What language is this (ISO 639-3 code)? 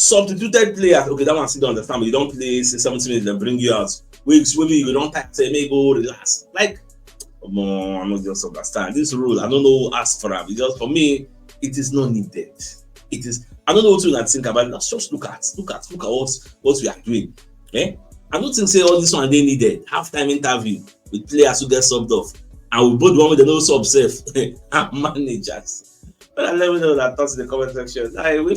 pcm